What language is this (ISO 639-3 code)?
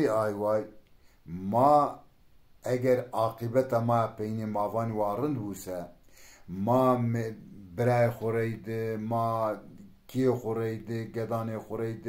zza